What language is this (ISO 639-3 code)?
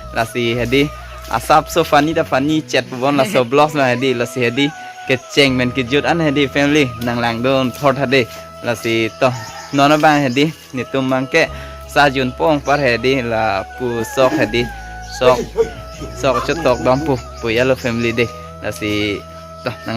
mjw